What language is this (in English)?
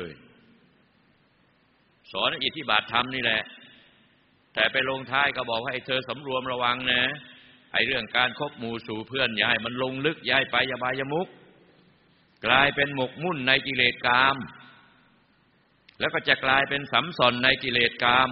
Thai